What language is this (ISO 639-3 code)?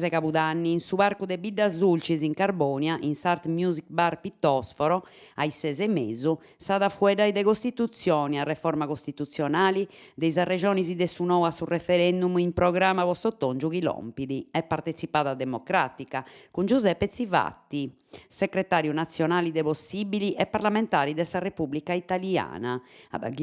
srd